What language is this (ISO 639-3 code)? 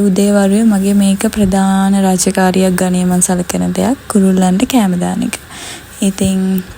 sin